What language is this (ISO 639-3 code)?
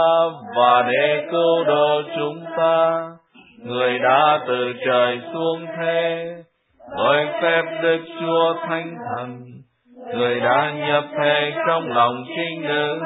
vie